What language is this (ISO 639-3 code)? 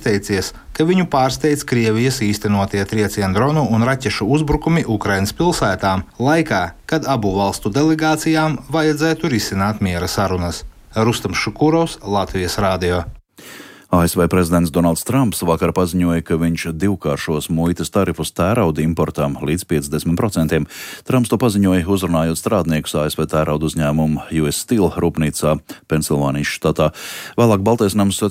lav